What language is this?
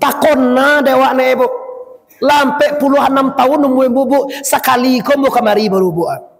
Minangkabau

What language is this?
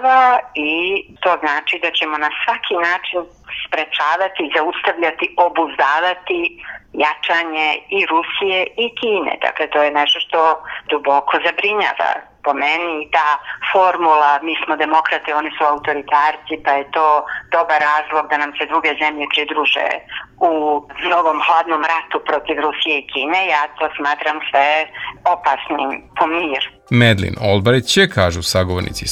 Serbian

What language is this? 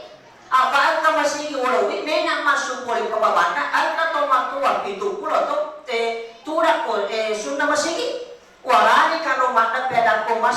Buginese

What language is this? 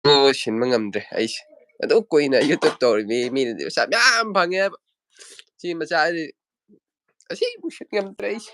Manipuri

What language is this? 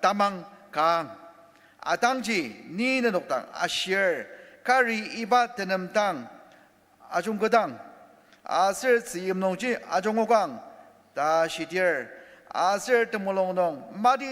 Ao Naga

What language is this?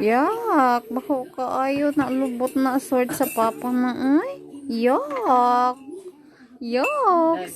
Cebuano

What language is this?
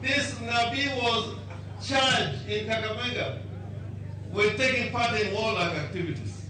Luo (Kenya and Tanzania)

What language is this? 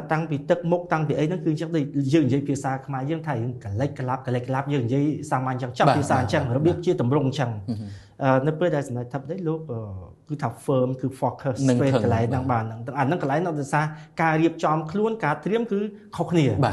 Khmer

